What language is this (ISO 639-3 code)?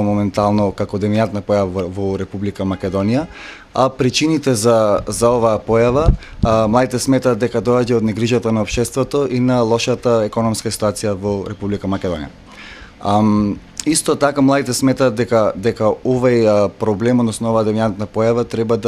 mkd